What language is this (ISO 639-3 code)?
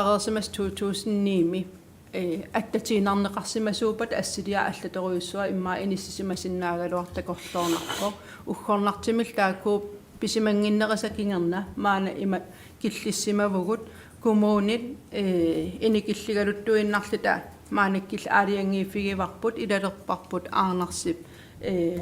kal